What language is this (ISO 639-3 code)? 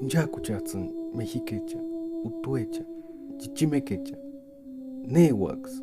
tsz